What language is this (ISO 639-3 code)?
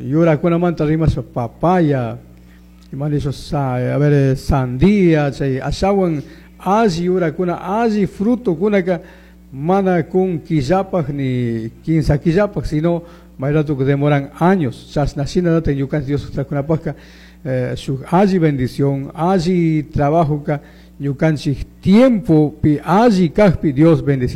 qug